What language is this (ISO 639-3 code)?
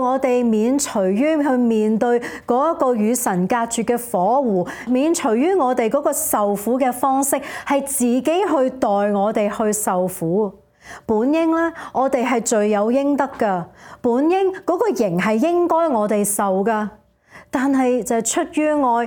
yue